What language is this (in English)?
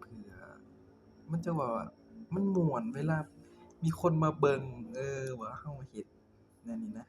Lao